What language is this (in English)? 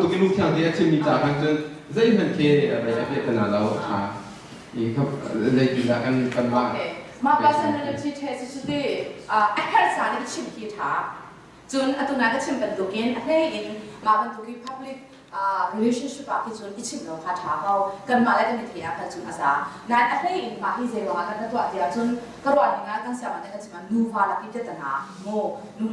Hakha Chin